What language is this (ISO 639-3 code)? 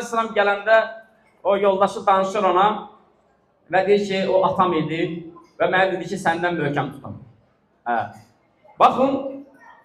aze